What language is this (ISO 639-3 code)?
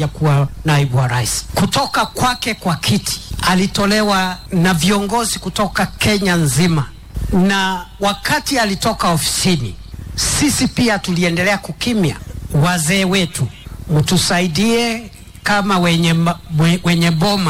swa